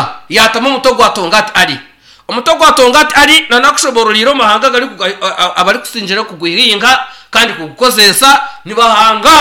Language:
Nyankole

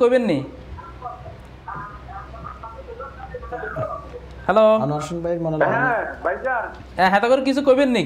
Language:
Bangla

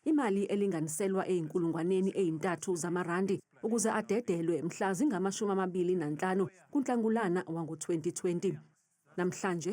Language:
Zulu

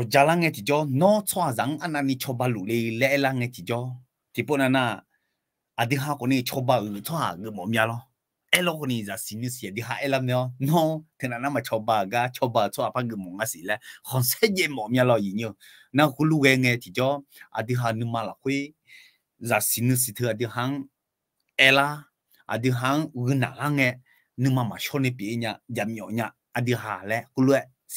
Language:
Akha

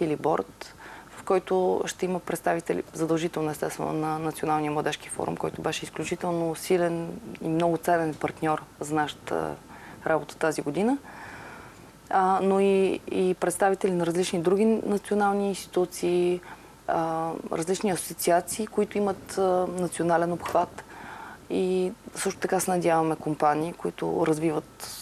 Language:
Bulgarian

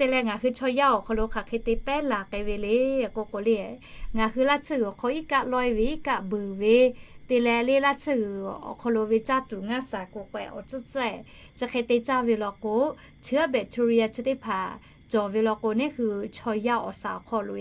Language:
Lahu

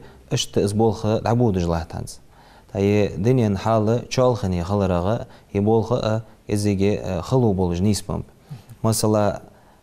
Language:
Ingush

